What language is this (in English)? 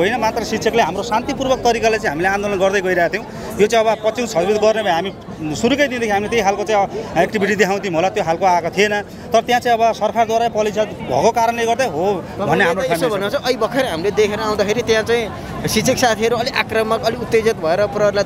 Nepali